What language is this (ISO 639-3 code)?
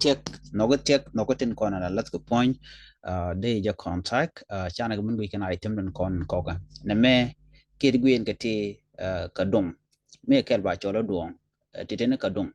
nus